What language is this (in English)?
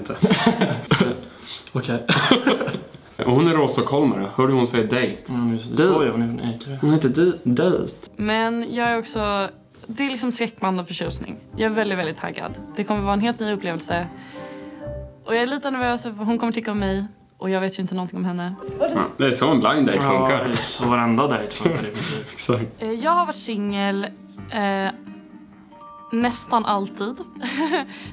Swedish